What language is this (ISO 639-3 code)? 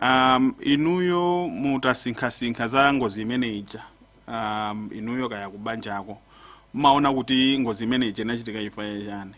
nya